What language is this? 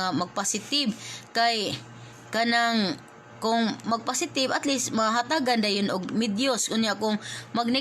Cebuano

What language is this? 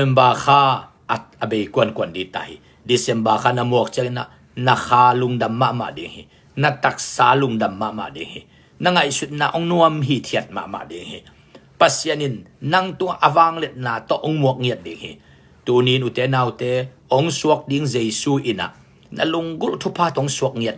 Tedim Chin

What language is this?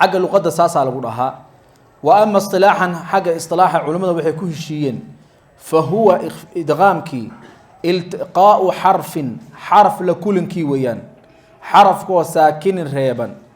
Somali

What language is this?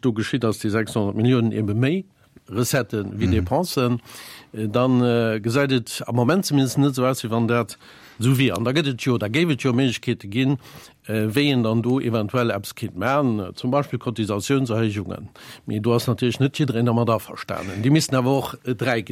Luxembourgish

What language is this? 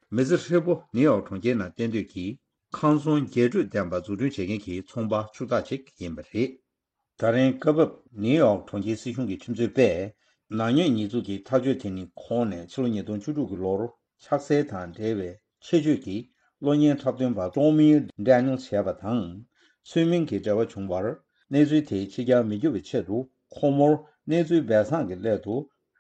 Tibetan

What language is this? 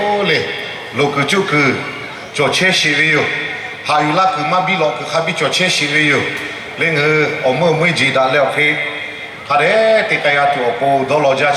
Lahu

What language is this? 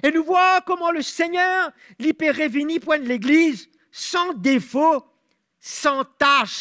Morisyen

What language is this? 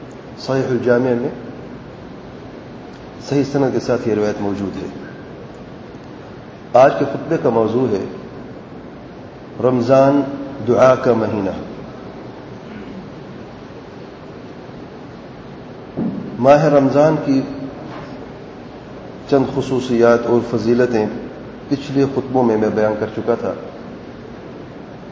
Urdu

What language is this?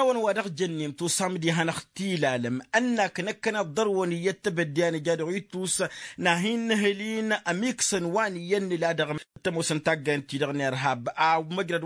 Tamasheq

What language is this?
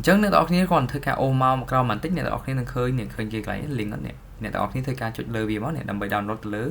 Khmer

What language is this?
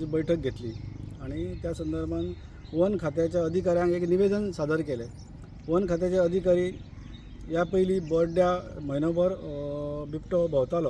Konkani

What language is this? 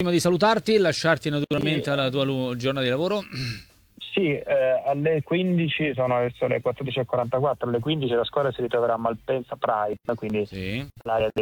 Italian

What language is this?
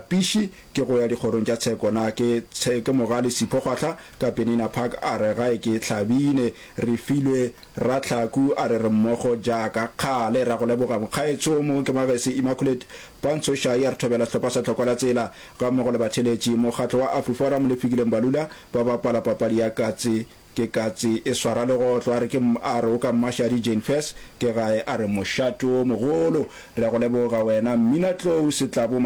Northern Sotho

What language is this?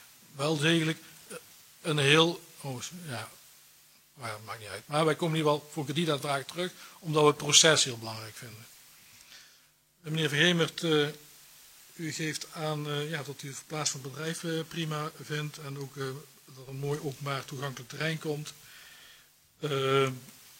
Dutch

